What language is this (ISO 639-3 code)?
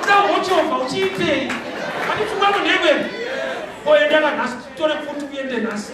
sna